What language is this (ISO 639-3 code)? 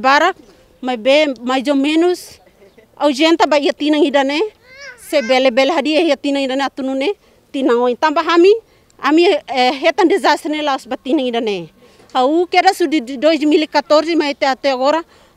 tet